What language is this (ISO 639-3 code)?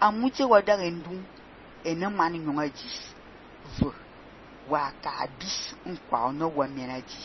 fan